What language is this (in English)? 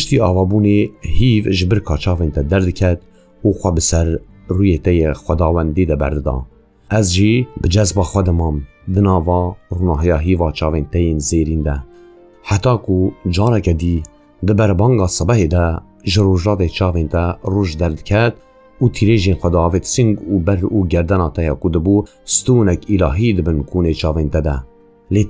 Kurdish